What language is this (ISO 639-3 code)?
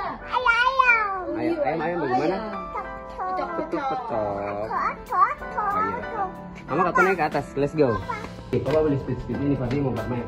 abs